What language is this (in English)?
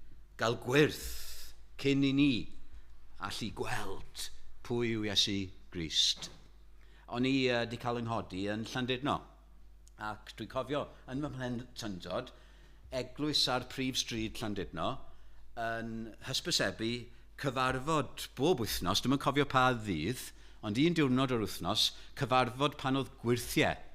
Welsh